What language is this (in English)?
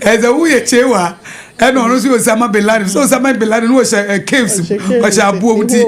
Akan